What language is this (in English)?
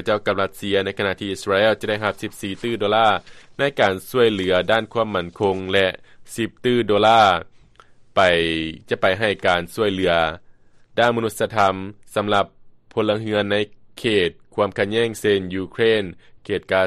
Lao